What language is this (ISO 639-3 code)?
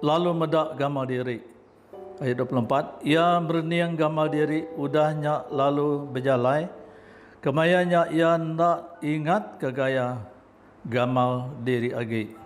iba